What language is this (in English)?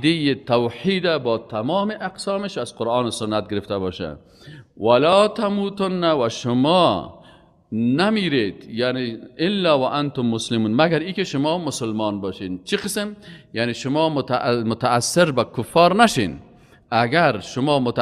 Persian